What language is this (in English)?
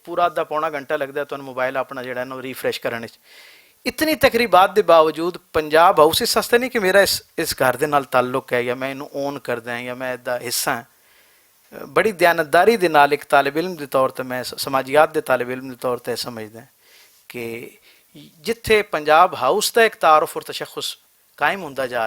Western Panjabi